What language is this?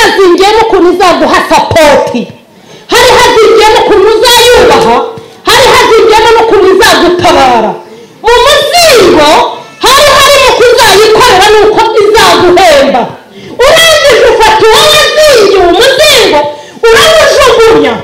Kinyarwanda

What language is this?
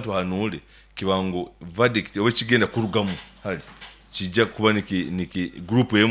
Nyankole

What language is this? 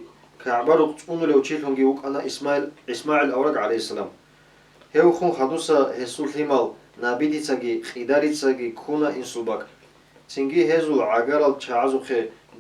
Avaric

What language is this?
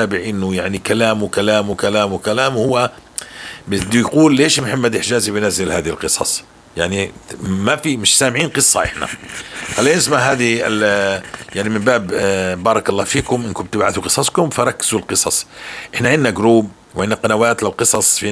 North Levantine Arabic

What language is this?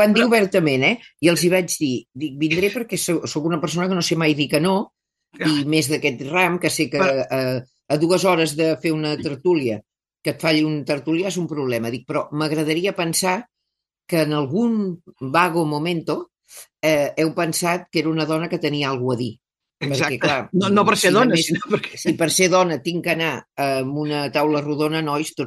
Catalan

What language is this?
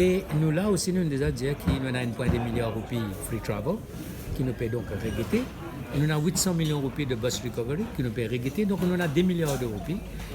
Morisyen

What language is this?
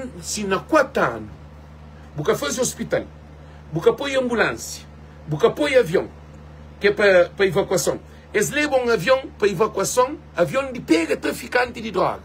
Kabuverdianu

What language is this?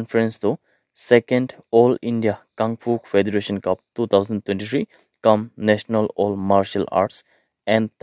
Naga Pidgin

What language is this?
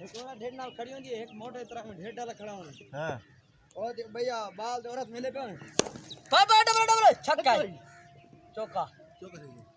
Saraiki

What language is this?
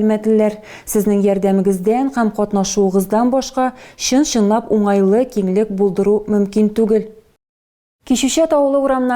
Tatar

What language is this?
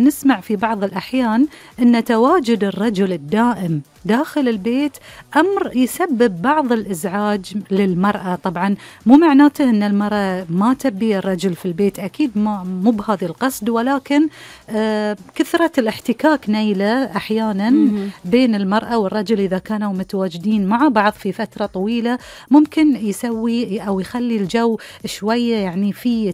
Gulf Arabic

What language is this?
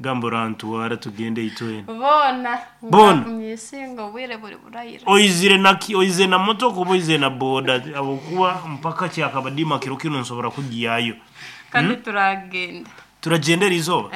Nyankole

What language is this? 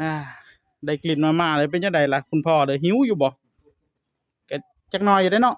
Northeastern Thai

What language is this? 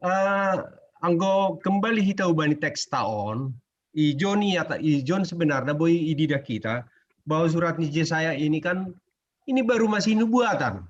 Batak Simalungun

